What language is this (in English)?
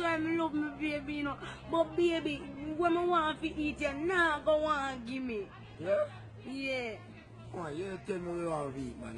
Jamaican Creole English